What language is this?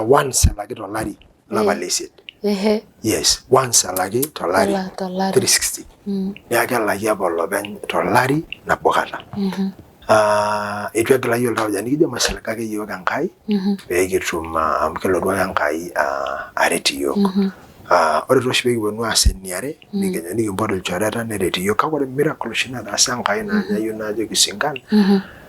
Masai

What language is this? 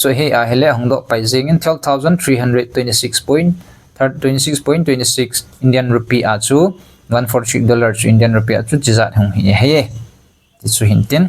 Thado Chin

